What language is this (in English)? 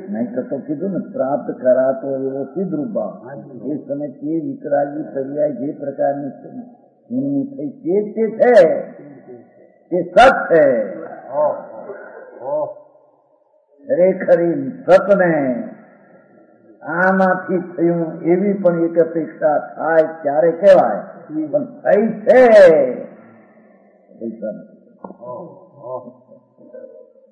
Gujarati